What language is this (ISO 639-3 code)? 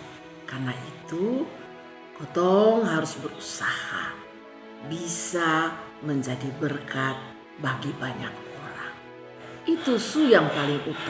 mkn